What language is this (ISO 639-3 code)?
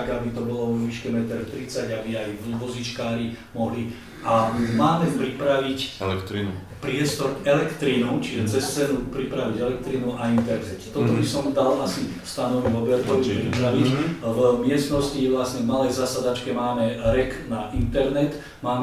slk